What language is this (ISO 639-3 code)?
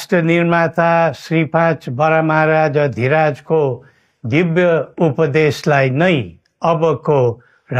nep